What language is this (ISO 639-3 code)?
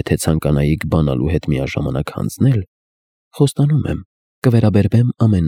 hye